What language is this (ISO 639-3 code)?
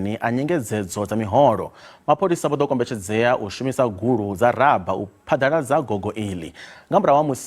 ven